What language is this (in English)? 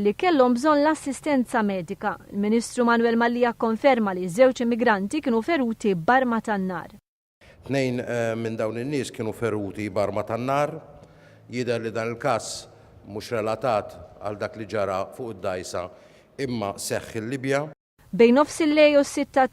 Maltese